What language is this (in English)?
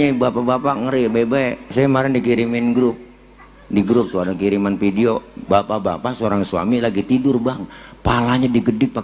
Betawi